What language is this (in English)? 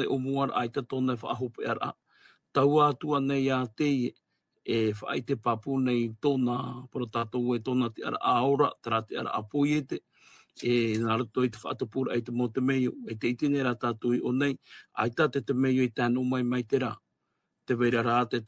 Tahitian